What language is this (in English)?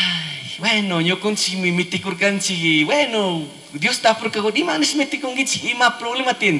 Chimborazo Highland Quichua